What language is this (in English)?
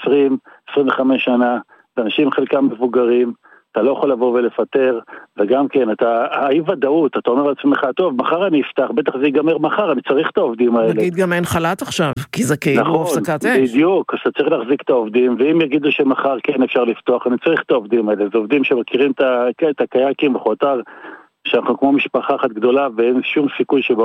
Hebrew